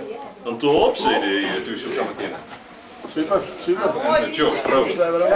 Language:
Western Frisian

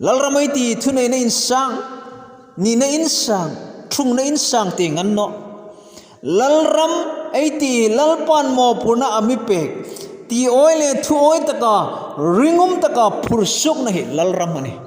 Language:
Hmar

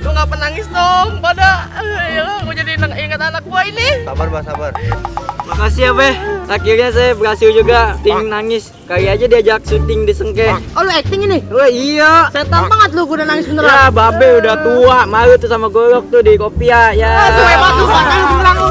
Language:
Betawi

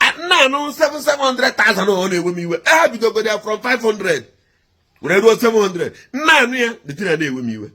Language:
Igbo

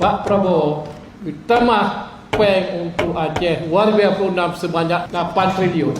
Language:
Achinese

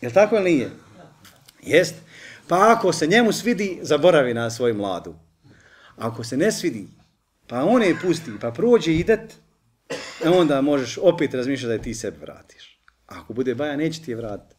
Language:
Bosnian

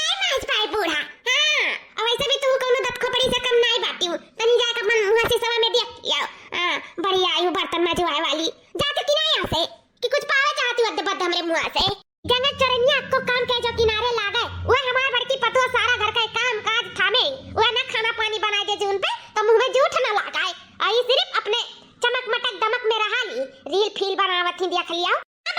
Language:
Awadhi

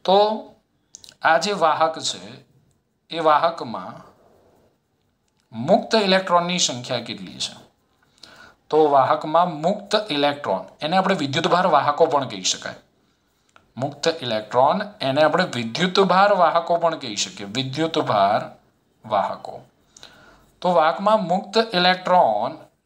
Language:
Gujarati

